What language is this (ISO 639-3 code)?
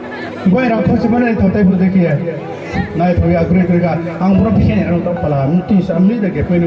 ria